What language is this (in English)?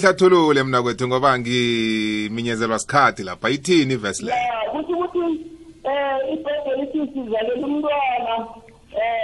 South Ndebele